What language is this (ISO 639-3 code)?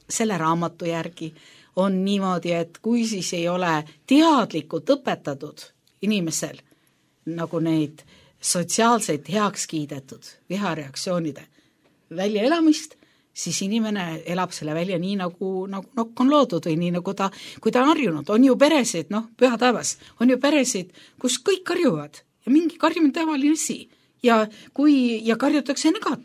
est